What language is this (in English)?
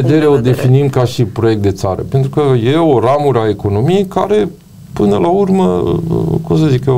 Romanian